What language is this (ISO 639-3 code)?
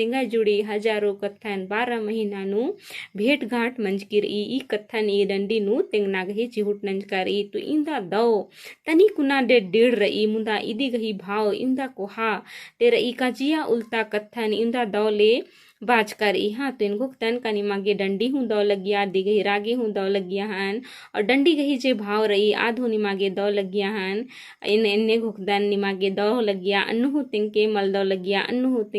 kru